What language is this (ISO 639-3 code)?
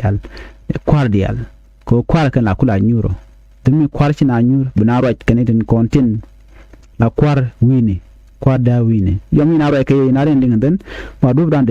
nus